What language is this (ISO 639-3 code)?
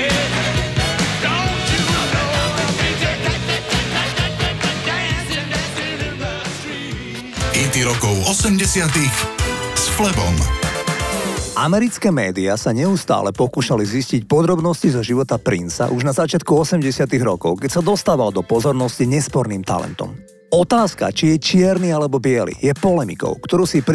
slk